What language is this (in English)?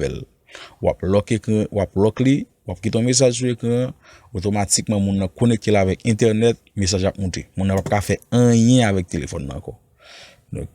Haitian Creole